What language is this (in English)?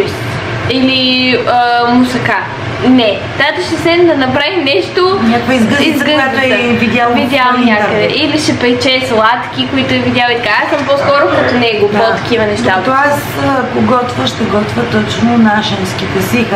Bulgarian